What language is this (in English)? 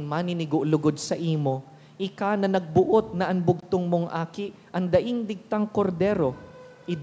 Bikol